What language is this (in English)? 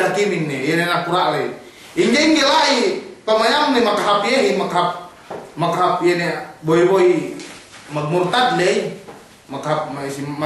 Yakan